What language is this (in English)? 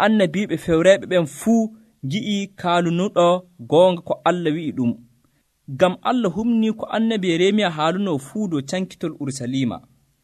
Nigerian Fulfulde